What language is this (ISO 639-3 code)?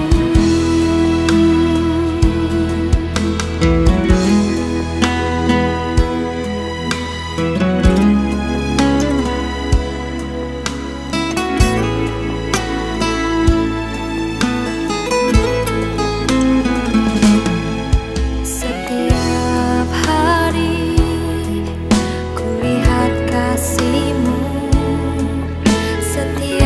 ind